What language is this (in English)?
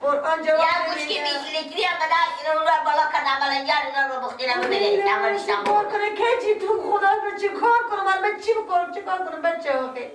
Persian